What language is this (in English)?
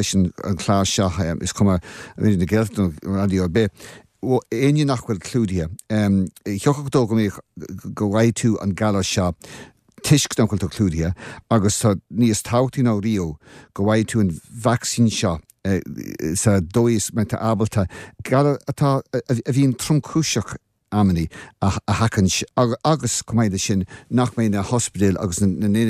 Irish